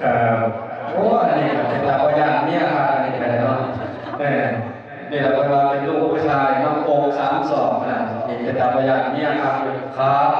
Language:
Northeastern Thai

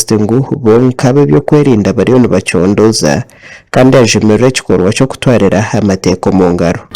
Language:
Nyankole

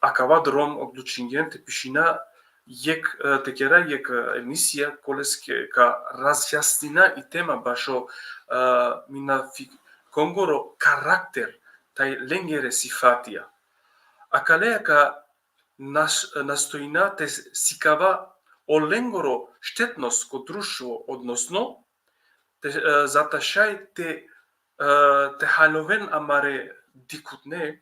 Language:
Balkan Romani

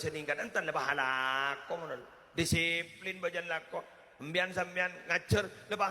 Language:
Madurese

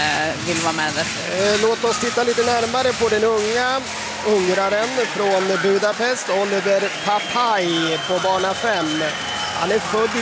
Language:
Swedish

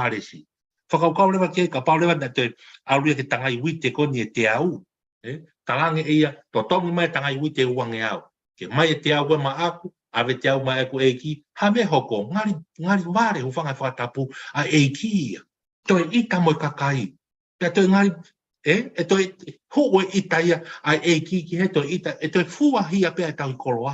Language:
Tongan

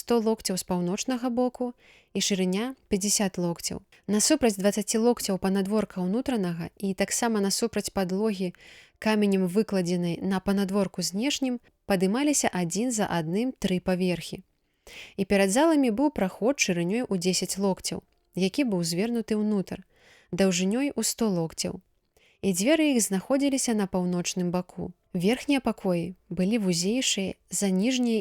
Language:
Belarusian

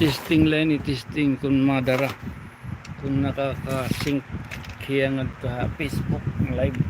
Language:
Waray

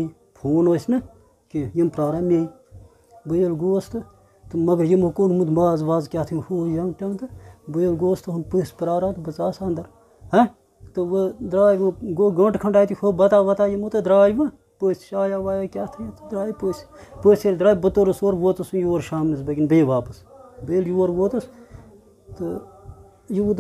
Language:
Kashmiri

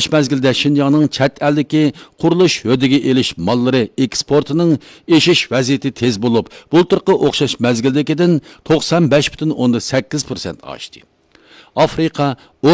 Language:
Uyghur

